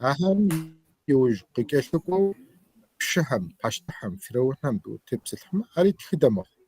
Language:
Kabardian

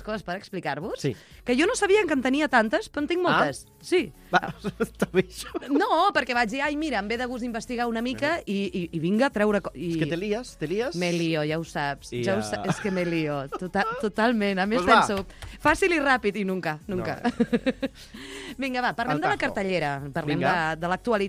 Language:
Catalan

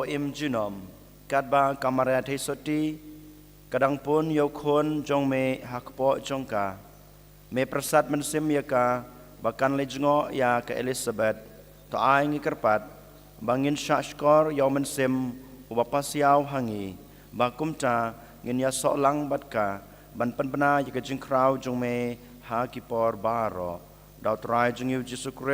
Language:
Khasi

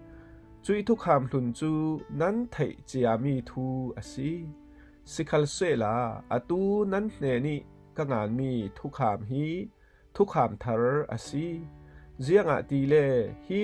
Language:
Falam Chin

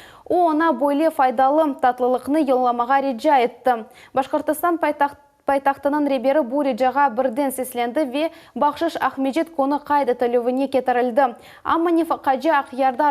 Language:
Crimean Tatar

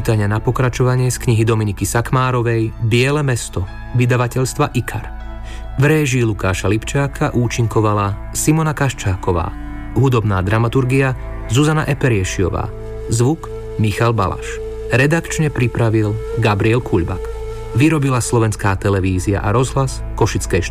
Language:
Slovak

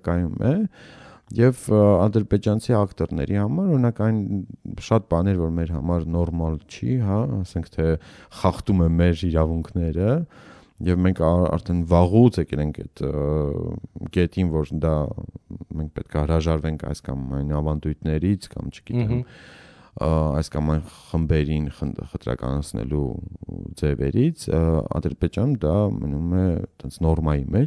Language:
Armenian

